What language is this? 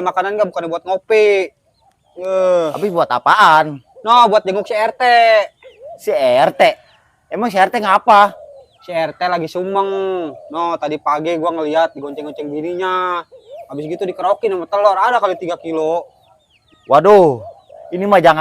Betawi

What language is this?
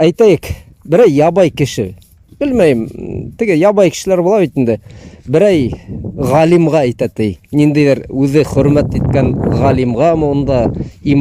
Bashkir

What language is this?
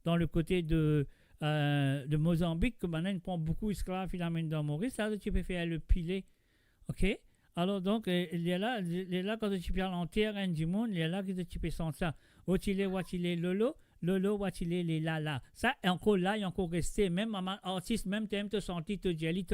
Morisyen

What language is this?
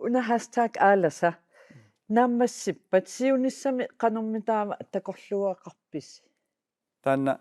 Kalaallisut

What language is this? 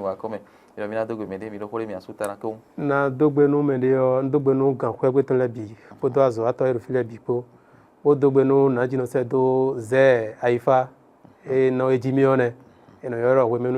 Fon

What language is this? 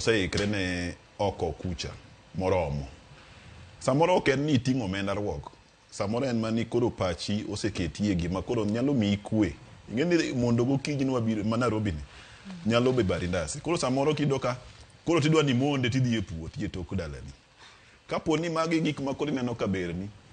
Luo (Kenya and Tanzania)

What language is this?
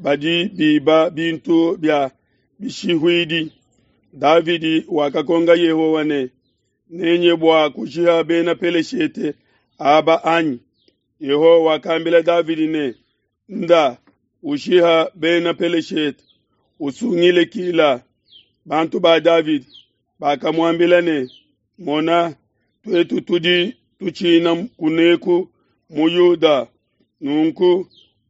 Luba-Lulua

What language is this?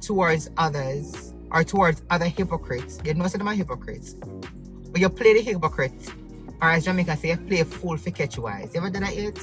Jamaican Creole English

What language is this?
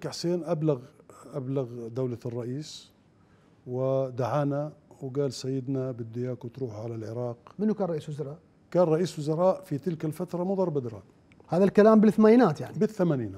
Mesopotamian Arabic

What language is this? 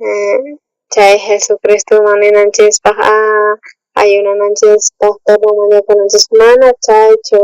South Bolivian Quechua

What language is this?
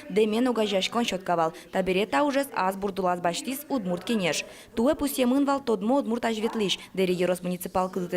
Udmurt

